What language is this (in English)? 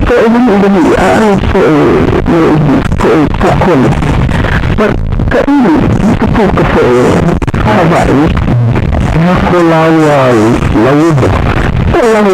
Hawaiian